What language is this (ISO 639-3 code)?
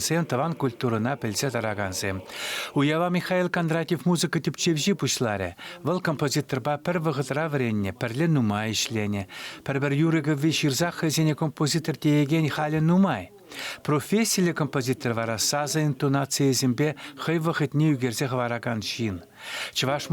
chv